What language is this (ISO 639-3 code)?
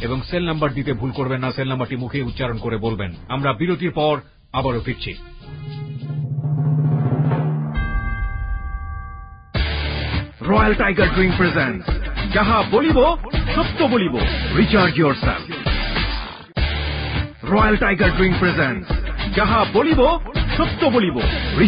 ben